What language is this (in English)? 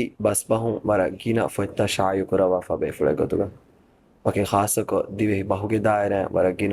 Divehi